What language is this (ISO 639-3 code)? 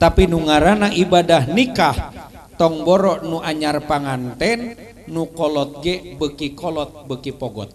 sun